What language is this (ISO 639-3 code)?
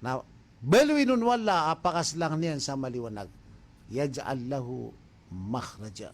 mrw